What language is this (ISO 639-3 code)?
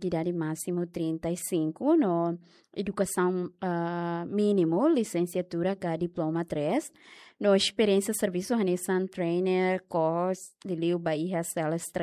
tet